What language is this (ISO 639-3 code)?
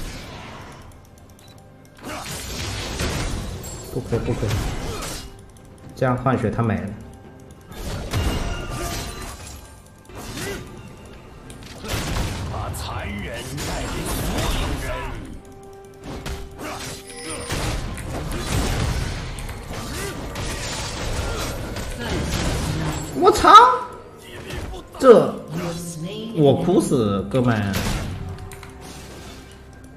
zho